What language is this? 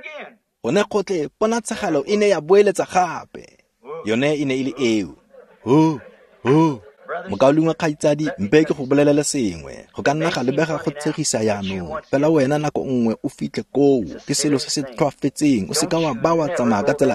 Tswana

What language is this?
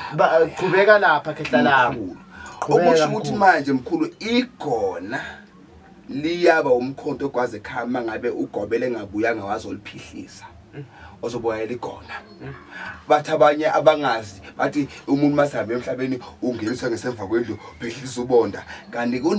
Zulu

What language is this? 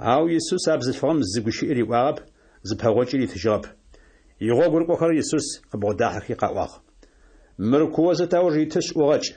Adyghe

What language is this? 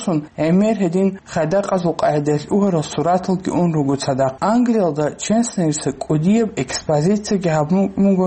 Avaric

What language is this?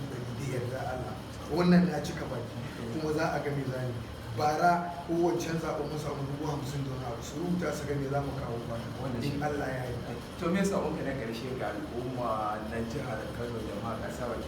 Hausa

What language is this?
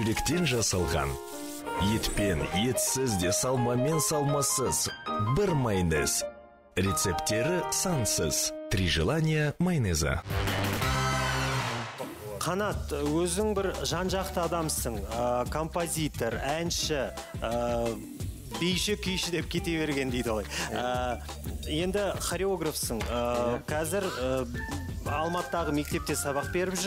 Kazakh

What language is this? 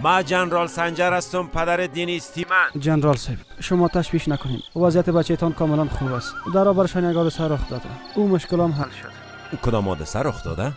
Persian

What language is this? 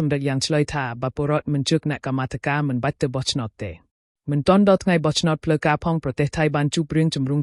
Khmer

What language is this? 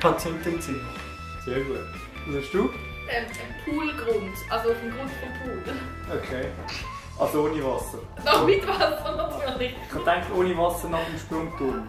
Swiss German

